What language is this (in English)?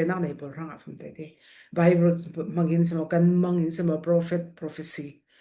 Falam Chin